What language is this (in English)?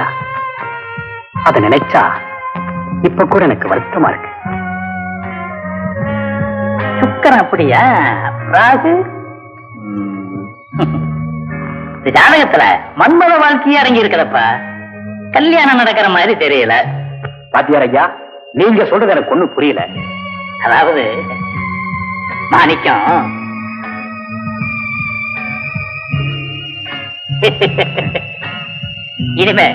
Tamil